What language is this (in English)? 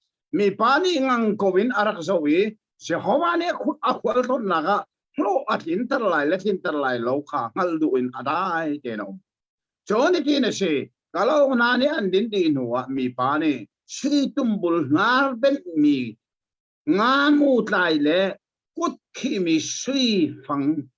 Hakha Chin